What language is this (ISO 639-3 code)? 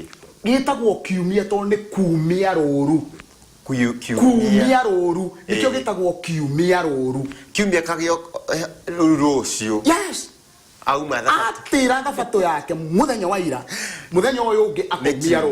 kik